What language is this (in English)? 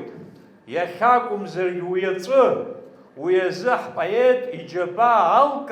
Abkhazian